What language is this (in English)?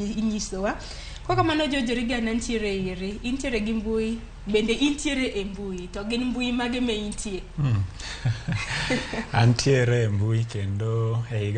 Luo (Kenya and Tanzania)